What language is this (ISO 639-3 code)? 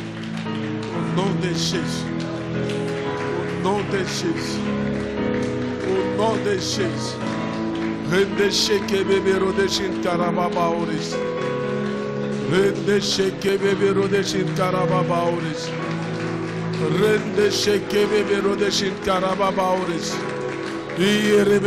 fra